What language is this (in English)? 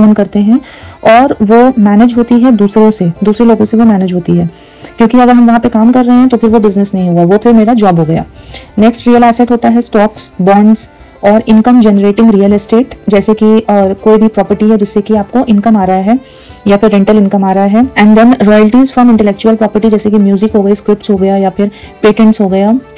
Hindi